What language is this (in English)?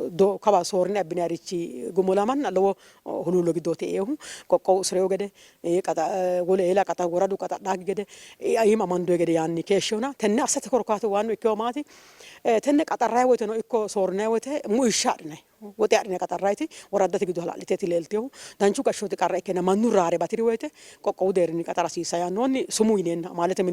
Sidamo